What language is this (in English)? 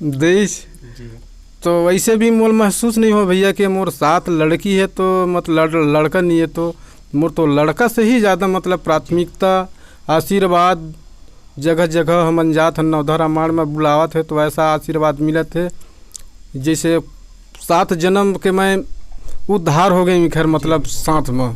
Chhattisgarhi